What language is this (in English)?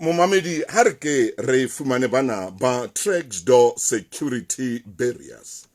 Southern Sotho